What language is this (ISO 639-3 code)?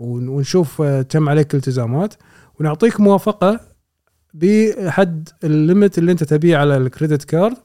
afb